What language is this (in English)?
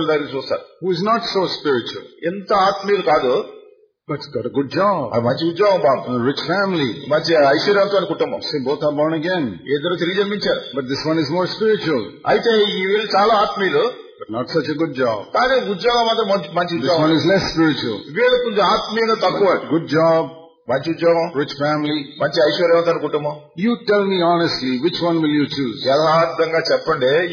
Telugu